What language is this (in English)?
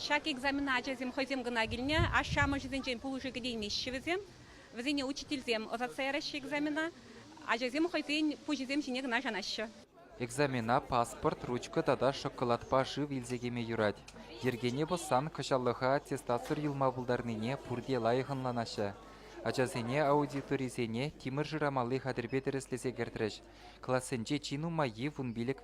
Chuvash